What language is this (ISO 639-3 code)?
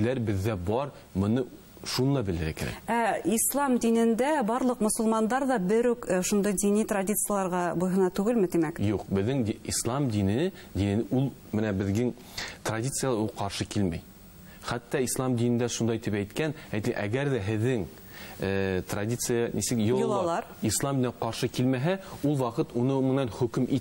bak